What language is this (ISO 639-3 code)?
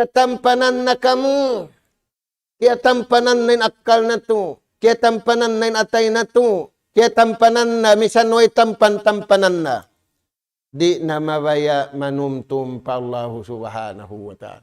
tsg